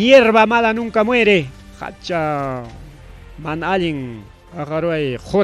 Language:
Ayacucho Quechua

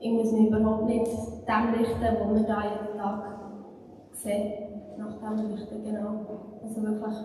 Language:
Swiss German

